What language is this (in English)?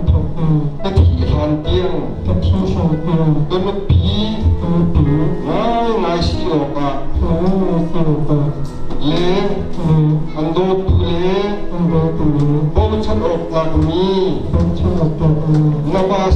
Hakha Chin